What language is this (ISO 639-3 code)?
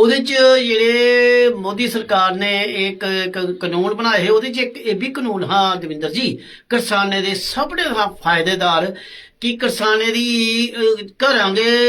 doi